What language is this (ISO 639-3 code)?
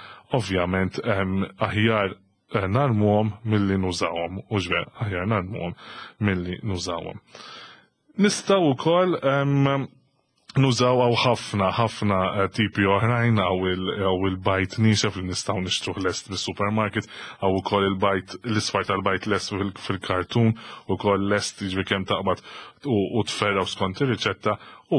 mlt